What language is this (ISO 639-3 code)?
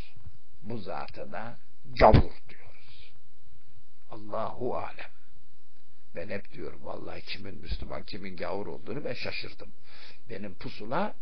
tur